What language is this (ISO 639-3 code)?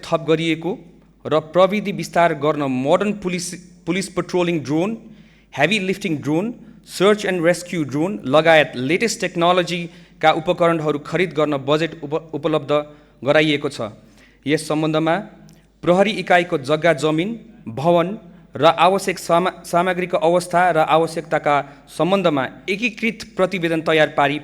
nep